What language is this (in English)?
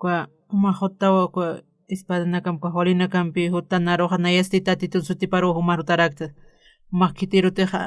Aymara